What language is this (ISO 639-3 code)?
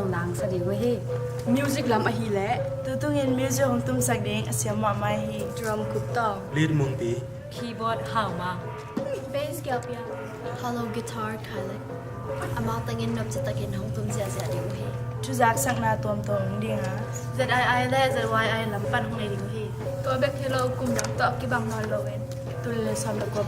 ctd